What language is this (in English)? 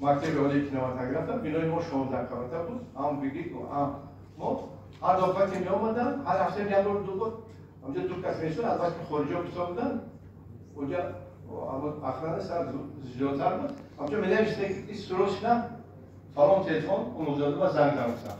Tajik